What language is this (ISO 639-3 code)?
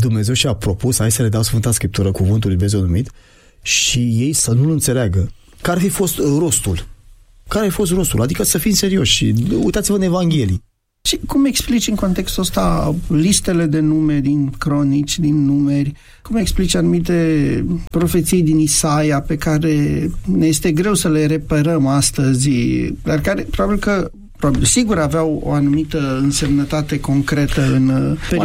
ron